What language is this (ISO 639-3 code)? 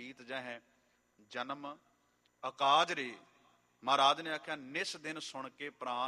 pan